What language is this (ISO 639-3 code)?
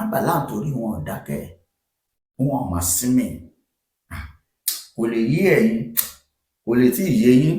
yor